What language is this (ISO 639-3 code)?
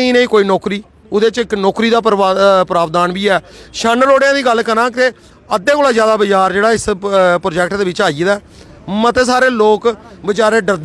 doi